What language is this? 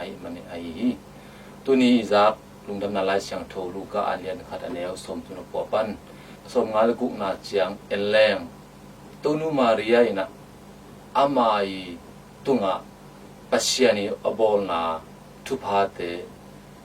Tedim Chin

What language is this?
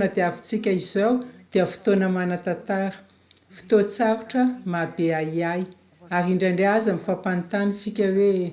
Malagasy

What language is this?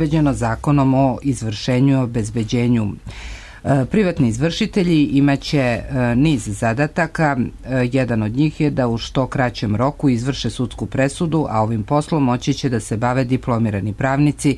Serbian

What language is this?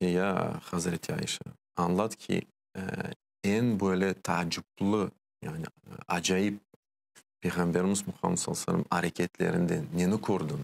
Crimean Tatar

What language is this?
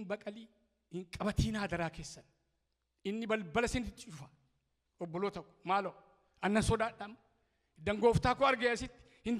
Oromo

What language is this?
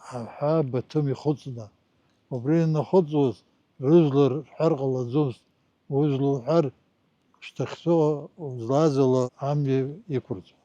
Abkhazian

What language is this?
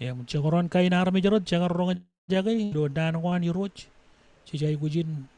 Marshallese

